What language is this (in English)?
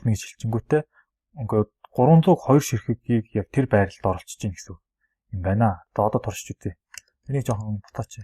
Mongolian